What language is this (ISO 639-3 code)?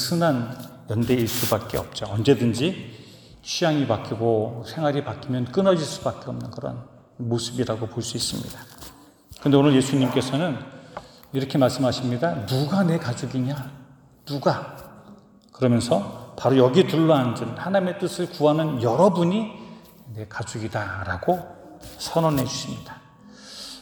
kor